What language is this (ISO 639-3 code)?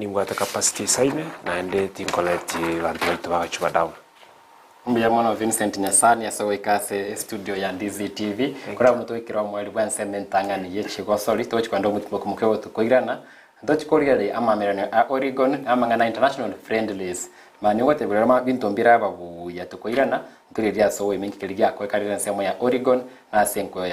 guz